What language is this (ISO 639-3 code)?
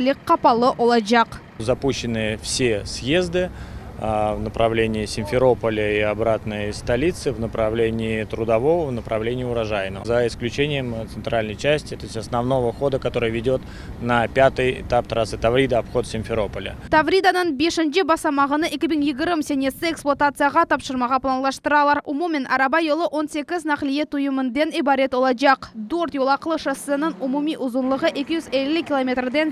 crh